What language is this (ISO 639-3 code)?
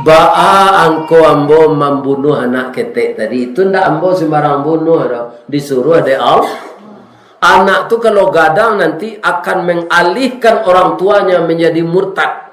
min